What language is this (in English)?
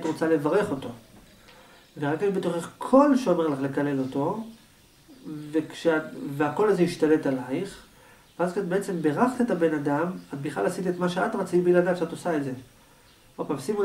Hebrew